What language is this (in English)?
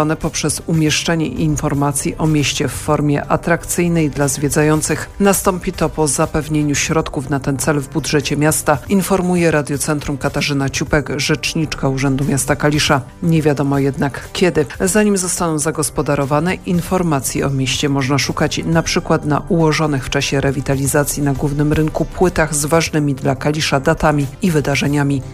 Polish